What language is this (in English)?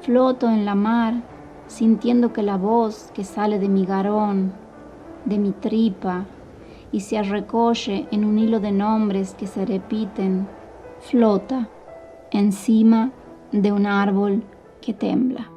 Ladino